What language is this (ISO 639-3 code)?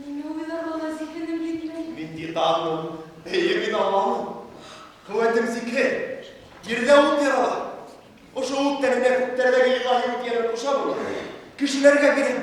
bak